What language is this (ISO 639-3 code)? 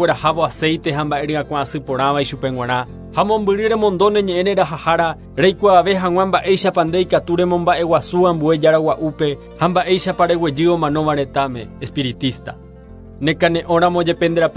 grn